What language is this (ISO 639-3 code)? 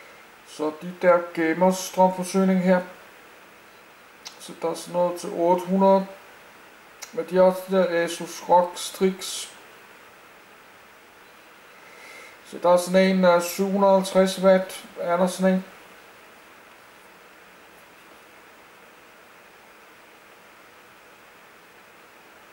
dan